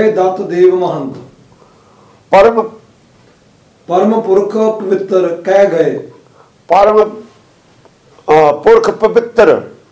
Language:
Punjabi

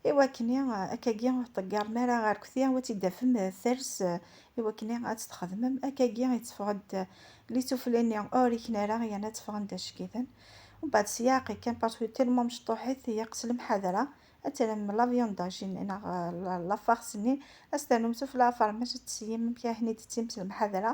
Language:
Kabyle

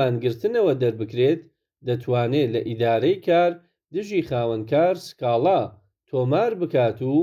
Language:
Central Kurdish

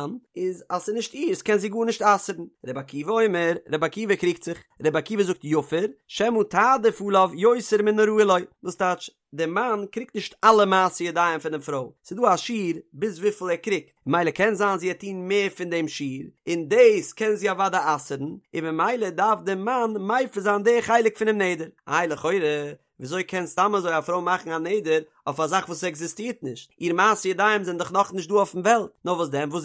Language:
Yiddish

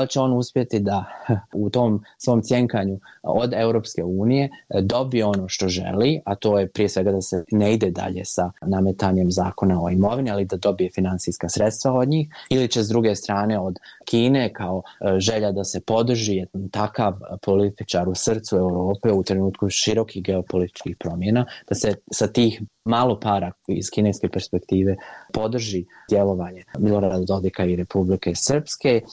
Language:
Bosnian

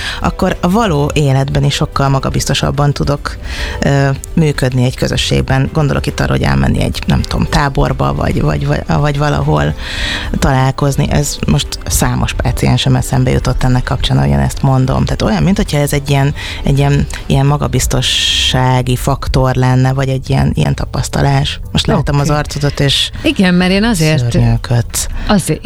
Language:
Hungarian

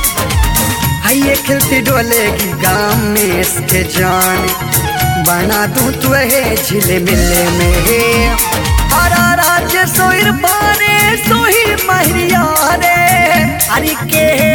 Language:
Bhojpuri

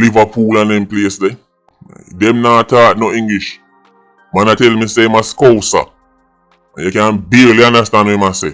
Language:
Jamaican Creole English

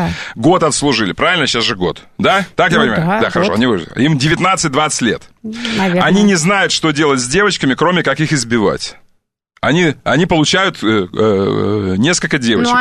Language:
Russian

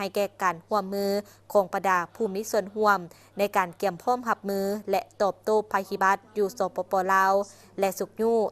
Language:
Lao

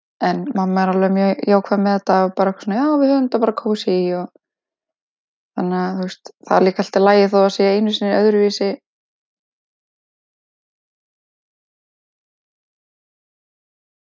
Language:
Icelandic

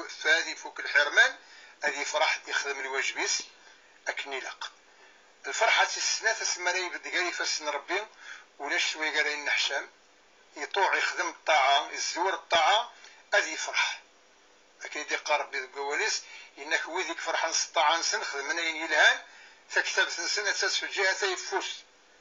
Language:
Kabyle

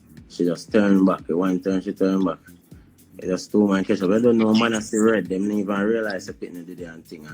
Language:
Jamaican Creole English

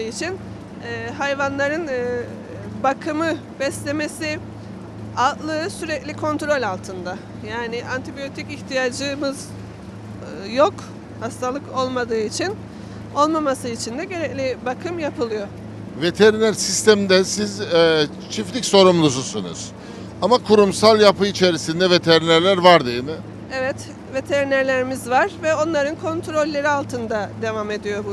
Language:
Turkish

